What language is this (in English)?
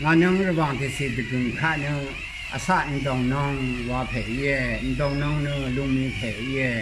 Rawang